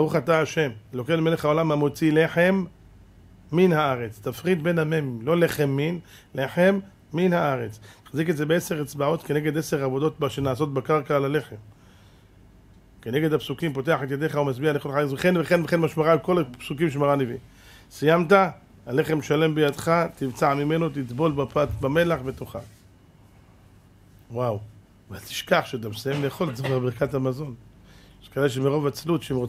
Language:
Hebrew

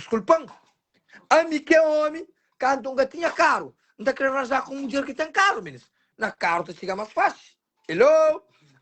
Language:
Kabuverdianu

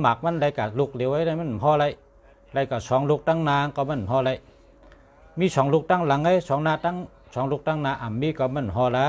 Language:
Shan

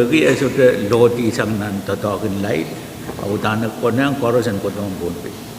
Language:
Pohnpeian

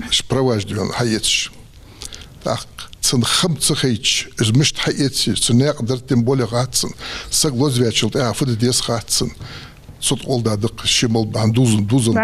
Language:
Ingush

